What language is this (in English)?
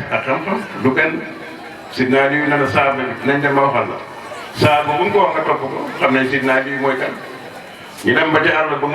Wolof